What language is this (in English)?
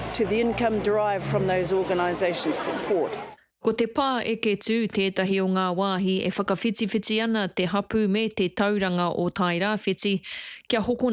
Māori